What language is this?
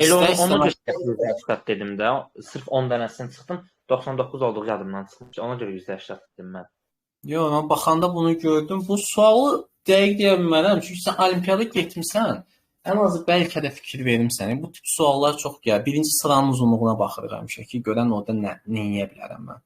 Azerbaijani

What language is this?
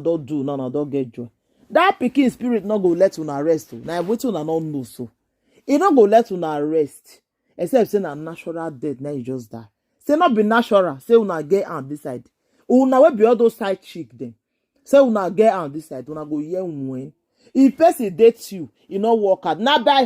Nigerian Pidgin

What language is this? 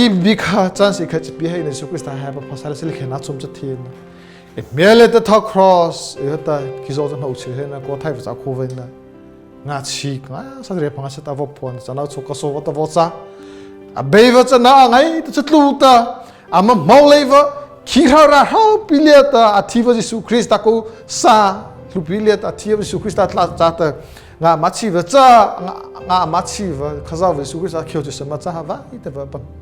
Mara Chin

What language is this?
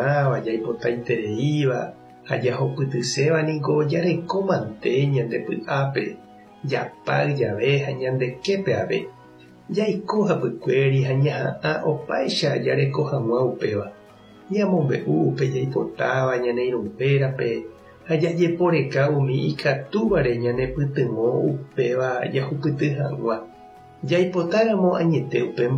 Guarani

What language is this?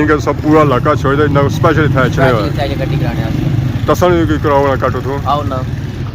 Pahari-Potwari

